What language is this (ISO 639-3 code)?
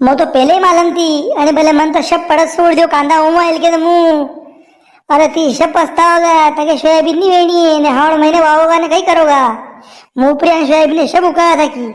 raj